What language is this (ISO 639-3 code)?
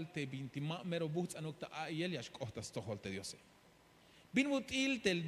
tzh